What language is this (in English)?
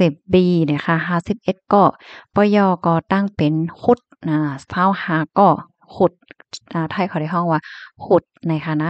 Shan